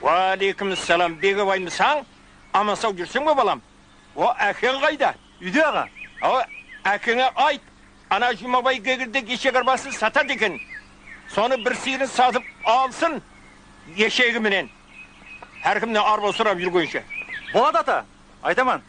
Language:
Kara-Kalpak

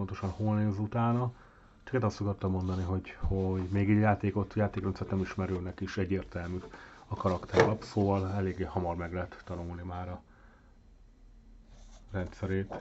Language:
Hungarian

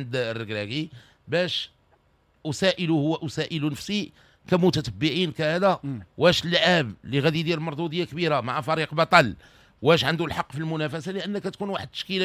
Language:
Moroccan Arabic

